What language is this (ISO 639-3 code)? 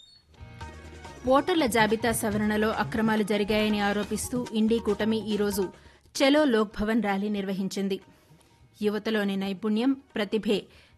tel